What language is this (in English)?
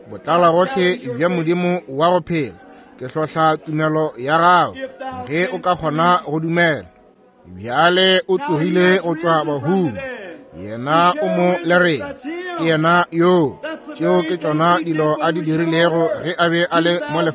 Northern Sotho